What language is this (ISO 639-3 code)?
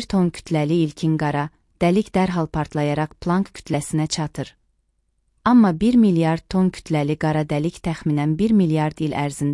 aze